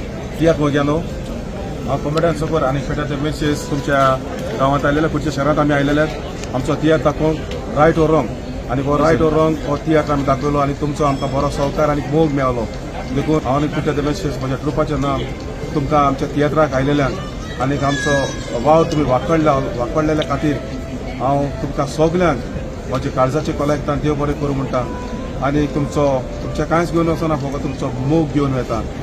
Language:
Konkani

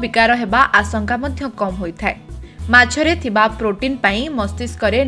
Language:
Odia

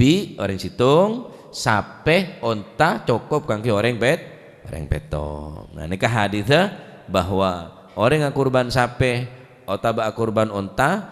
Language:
Madurese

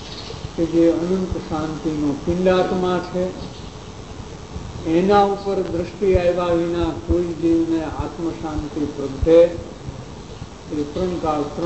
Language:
Gujarati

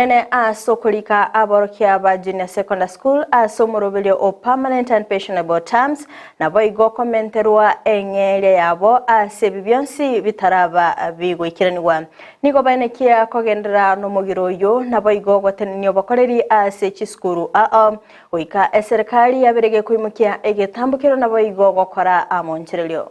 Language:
Gusii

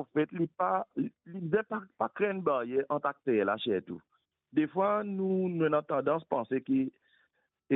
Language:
Morisyen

